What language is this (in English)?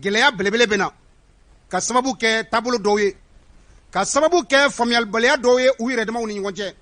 Bambara